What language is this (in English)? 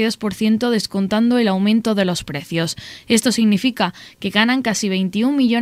Spanish